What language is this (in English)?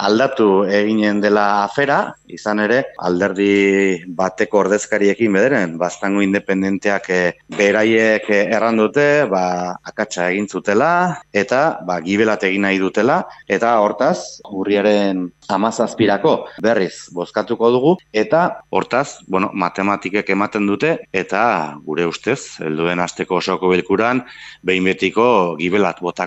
Basque